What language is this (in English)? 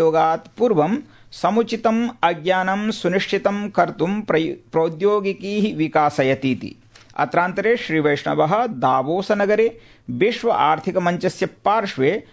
Sanskrit